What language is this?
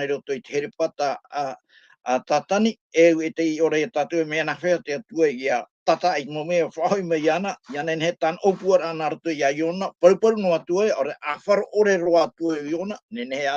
Tahitian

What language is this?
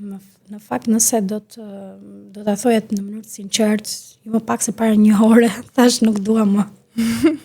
Albanian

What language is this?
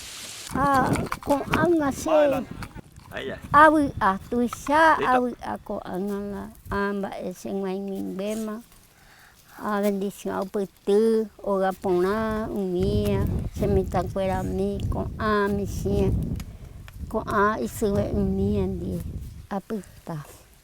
Guarani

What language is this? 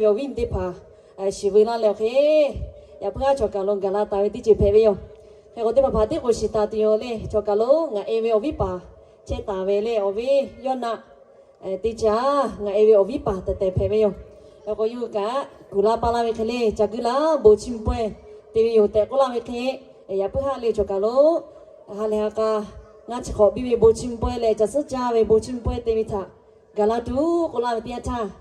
Lahu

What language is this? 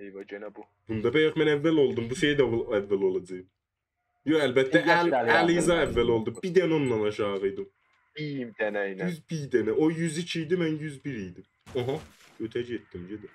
South Azerbaijani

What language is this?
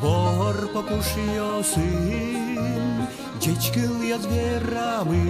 Udmurt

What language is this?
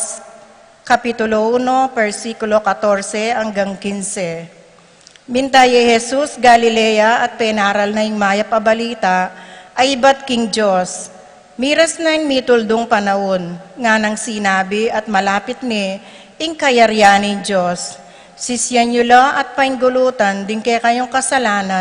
Pampanga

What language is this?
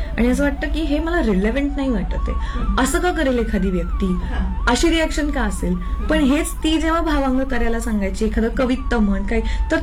Marathi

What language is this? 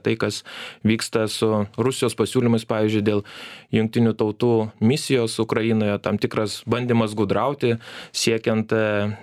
Lithuanian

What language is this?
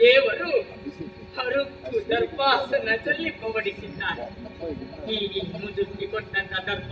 Kannada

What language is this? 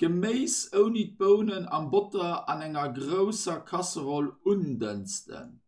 Luxembourgish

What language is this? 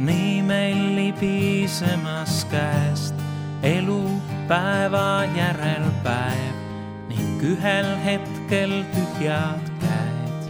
Estonian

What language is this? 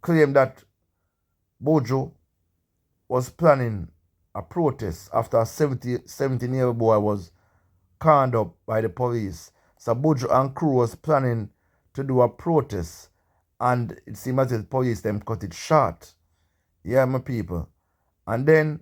Jamaican Creole English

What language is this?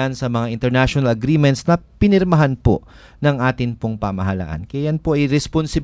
Filipino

